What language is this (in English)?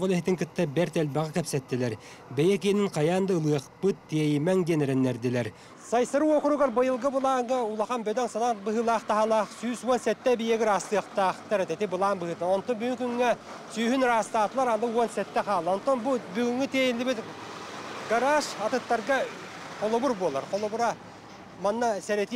Yakut